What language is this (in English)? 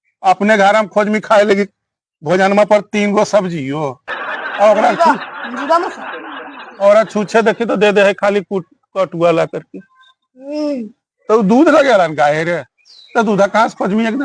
Magahi